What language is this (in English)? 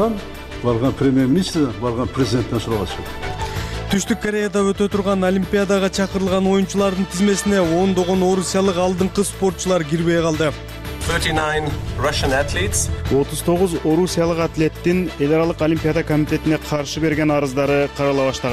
Kyrgyz